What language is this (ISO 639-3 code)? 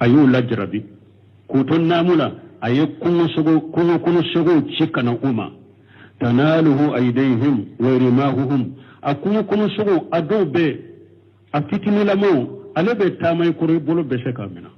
bam